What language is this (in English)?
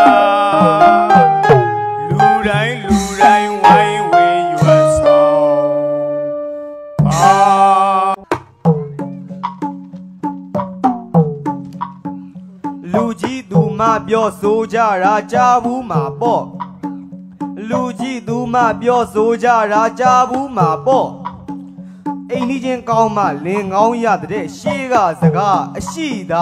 Burmese